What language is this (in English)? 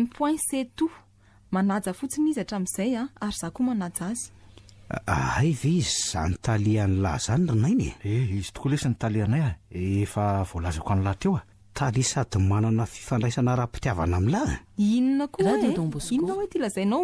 Malagasy